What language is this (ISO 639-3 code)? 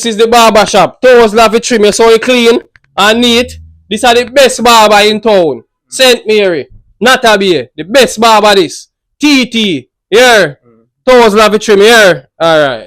jam